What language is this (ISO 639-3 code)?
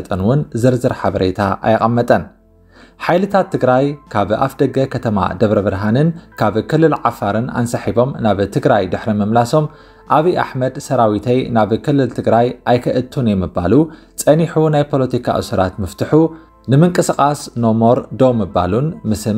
tir